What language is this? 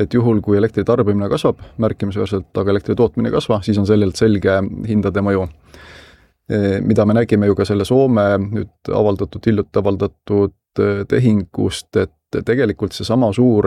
Estonian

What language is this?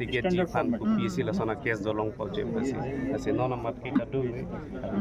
Karbi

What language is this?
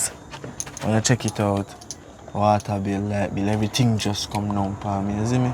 Jamaican Creole English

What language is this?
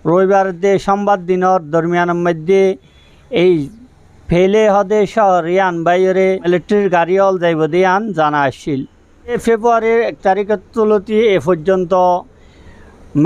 Rohingya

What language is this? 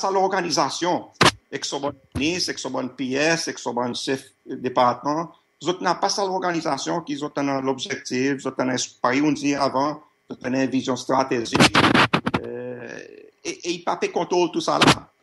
Seselwa Creole French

